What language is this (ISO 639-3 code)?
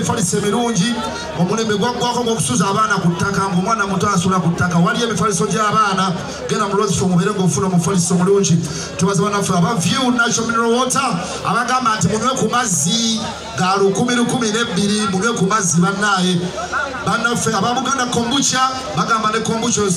lug